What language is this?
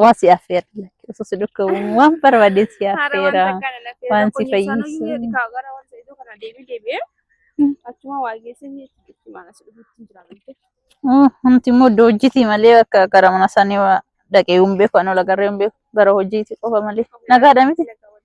Oromo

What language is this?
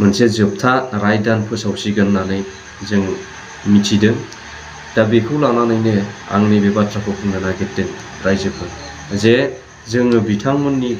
Bodo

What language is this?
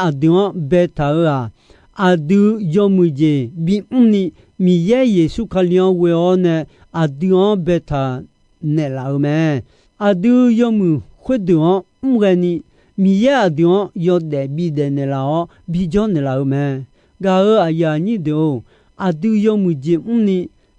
Akha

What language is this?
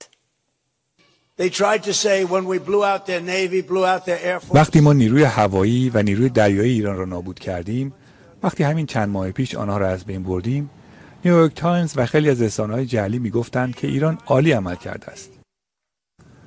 Persian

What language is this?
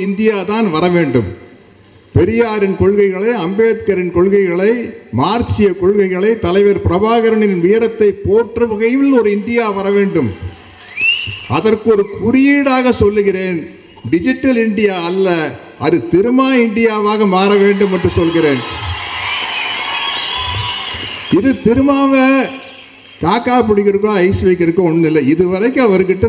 Tamil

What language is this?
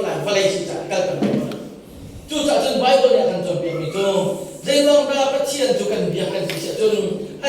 Hakha Chin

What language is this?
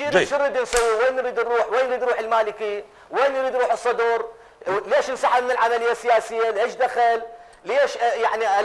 Mesopotamian Arabic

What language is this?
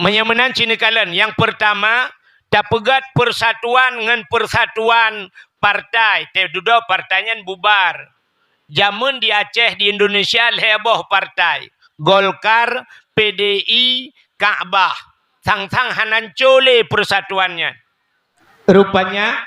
Achinese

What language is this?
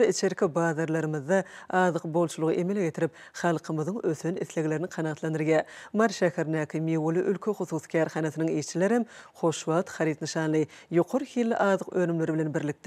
Turkmen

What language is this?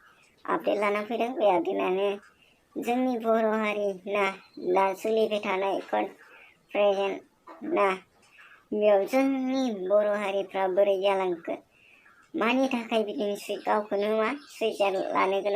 Bodo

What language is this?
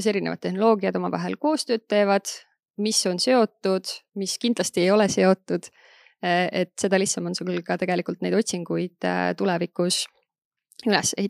Estonian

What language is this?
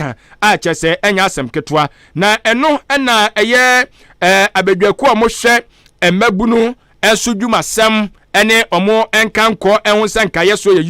Akan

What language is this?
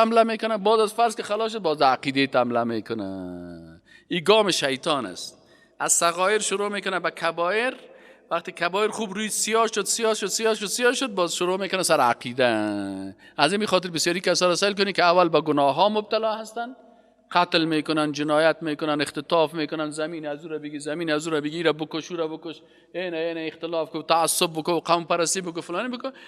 Persian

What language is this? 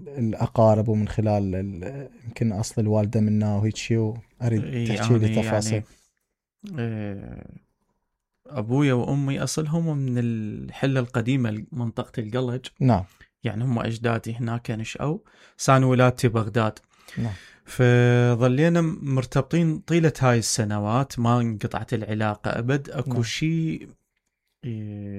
Mesopotamian Arabic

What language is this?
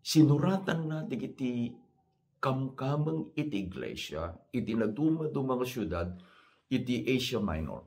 Iloko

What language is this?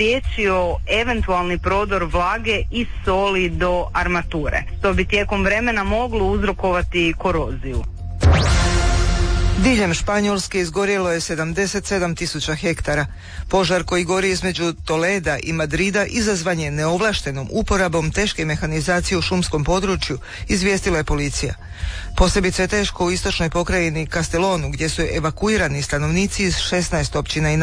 Croatian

